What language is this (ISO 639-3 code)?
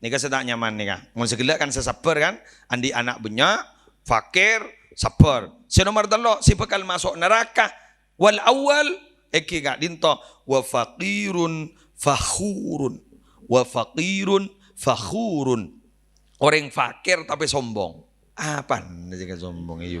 mad